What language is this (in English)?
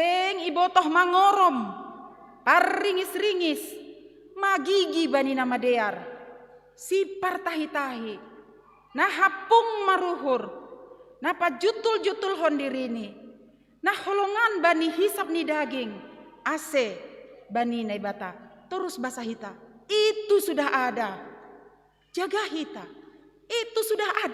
Batak Simalungun